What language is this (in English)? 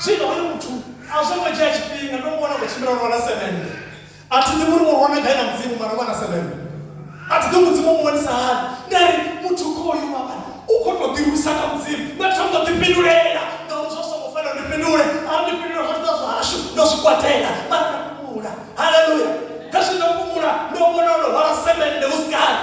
Venda